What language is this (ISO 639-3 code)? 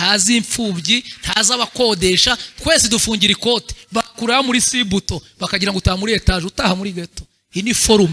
kin